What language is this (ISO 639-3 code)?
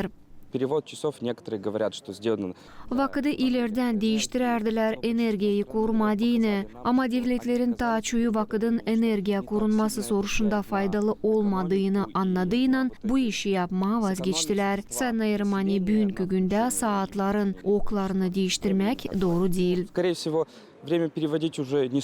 gag